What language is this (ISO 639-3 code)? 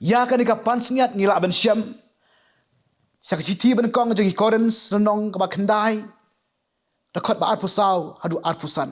kha